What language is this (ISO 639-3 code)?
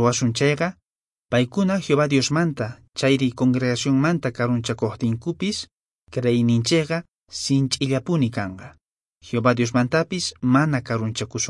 que